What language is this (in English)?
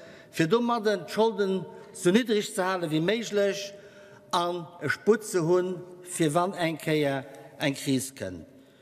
Luxembourgish